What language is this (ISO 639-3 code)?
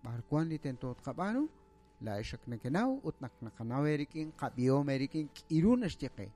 kek